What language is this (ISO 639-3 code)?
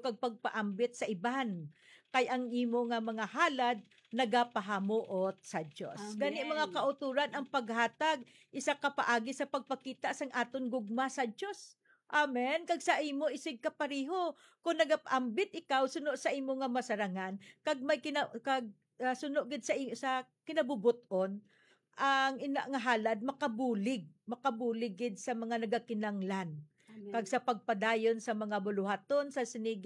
hil